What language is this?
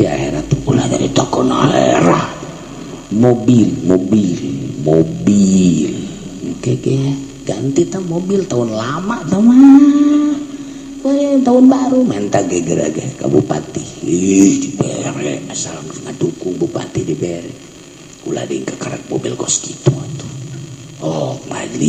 Sundanese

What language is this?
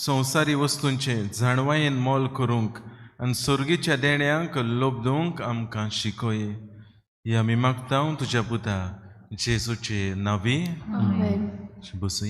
Konkani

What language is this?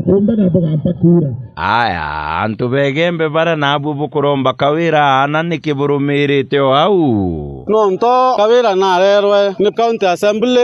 Meru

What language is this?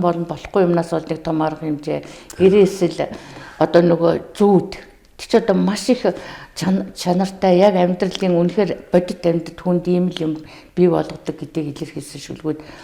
Mongolian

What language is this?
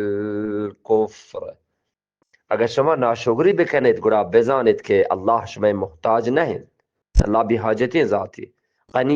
Eastern Balochi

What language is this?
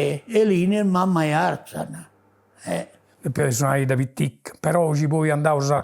Sardinian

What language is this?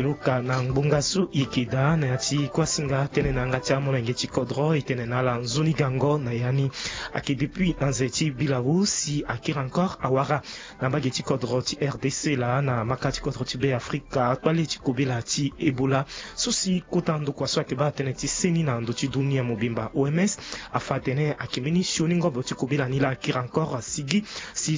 Sango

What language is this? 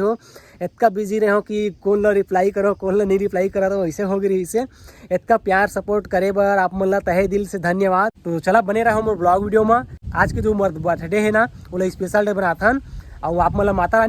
Chhattisgarhi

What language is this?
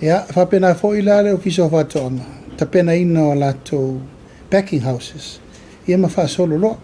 Samoan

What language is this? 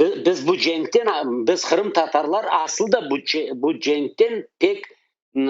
Crimean Tatar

